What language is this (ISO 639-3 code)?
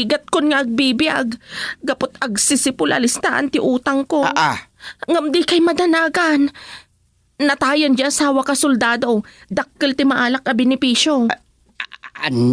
ilo